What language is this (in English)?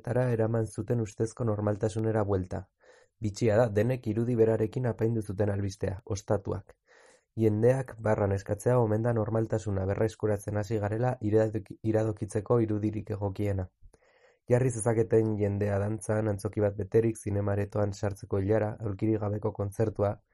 Basque